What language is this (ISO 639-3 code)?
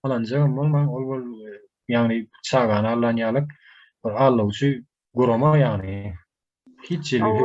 tuk